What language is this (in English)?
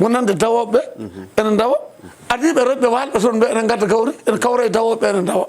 Fula